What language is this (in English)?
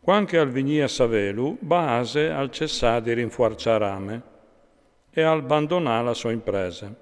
Friulian